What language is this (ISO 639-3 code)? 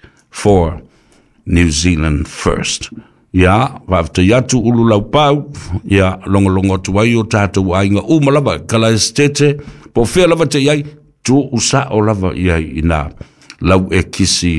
smo